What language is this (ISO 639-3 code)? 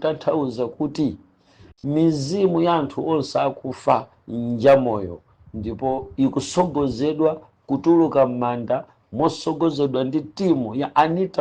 nya